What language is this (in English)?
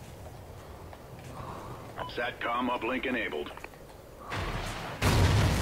Danish